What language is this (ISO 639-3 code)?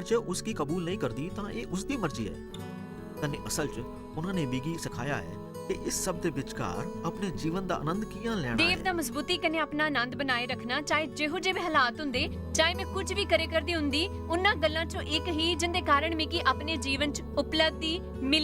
doi